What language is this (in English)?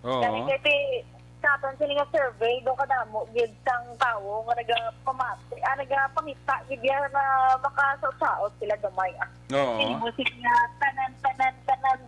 Hiligaynon